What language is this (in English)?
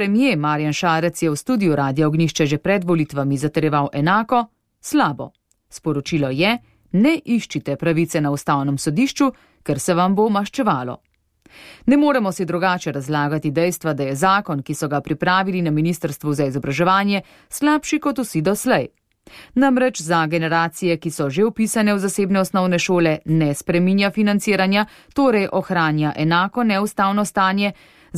Slovenian